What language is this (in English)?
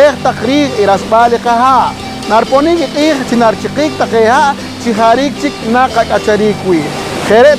Poqomchi'